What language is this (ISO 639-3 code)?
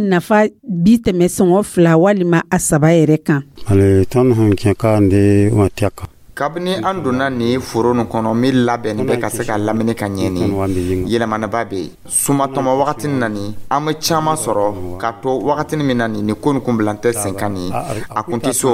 dyu